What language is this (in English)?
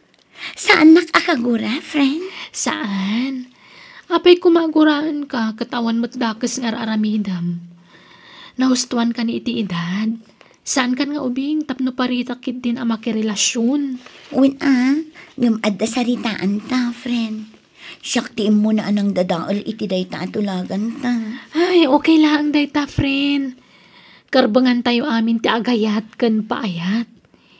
Iloko